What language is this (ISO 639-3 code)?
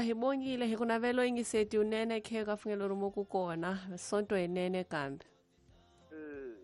tso